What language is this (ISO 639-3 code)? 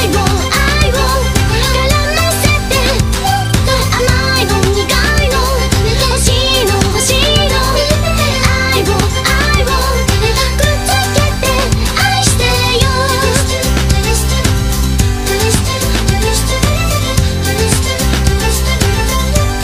jpn